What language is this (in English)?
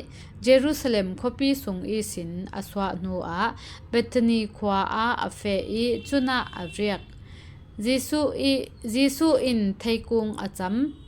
Falam Chin